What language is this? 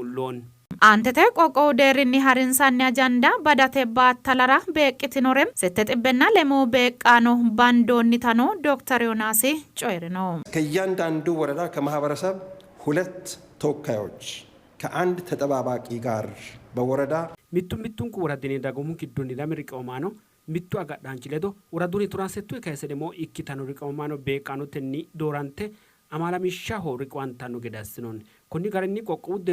Sidamo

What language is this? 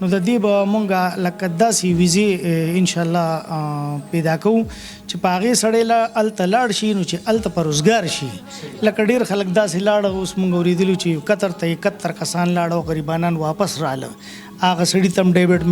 Pashto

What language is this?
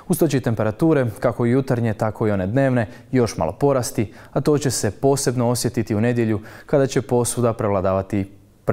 Croatian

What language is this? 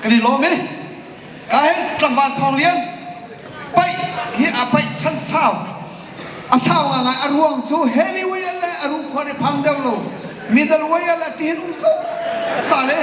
Hakha Chin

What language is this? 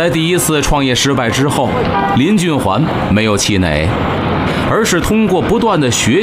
Chinese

